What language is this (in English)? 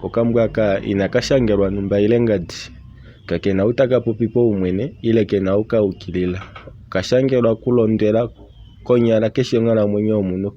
Kuanyama